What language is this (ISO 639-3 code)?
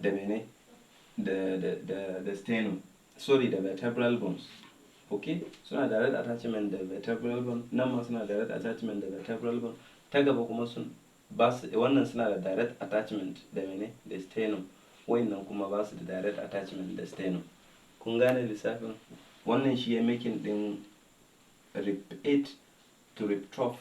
hau